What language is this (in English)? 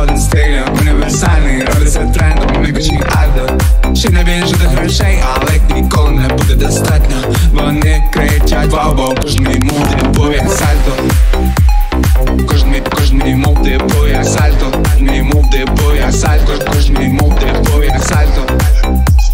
Ukrainian